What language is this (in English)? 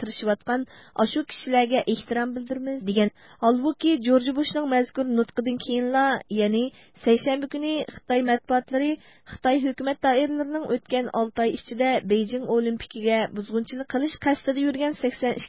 Uyghur